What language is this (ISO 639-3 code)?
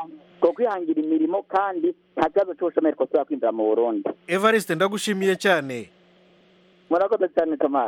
kin